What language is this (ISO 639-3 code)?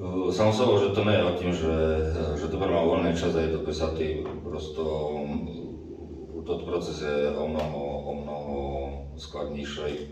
rue